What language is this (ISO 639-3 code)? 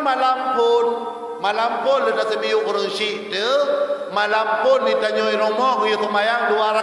ace